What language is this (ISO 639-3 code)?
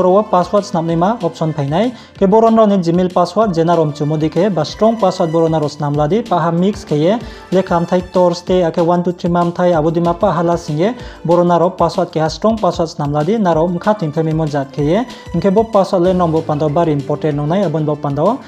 ria